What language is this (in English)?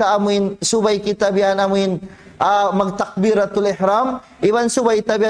Tausug